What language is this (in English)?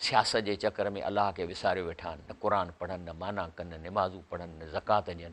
Sindhi